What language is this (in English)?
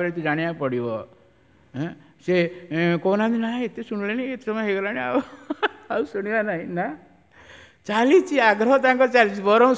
Odia